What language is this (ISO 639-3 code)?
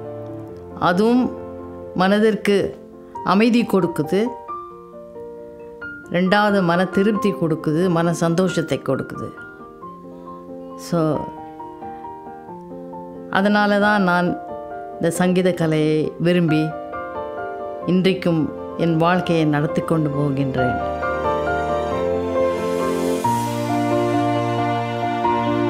tam